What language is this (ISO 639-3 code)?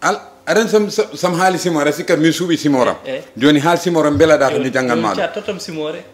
ful